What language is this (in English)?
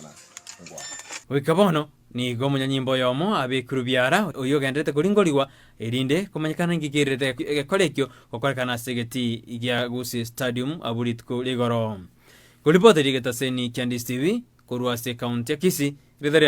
Gusii